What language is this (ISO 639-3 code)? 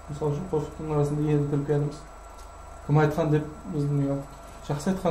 kaa